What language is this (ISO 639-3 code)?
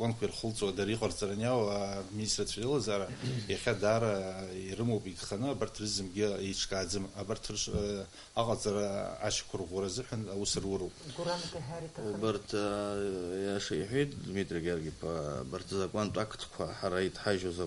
abk